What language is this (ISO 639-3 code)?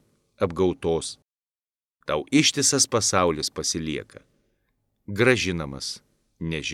lit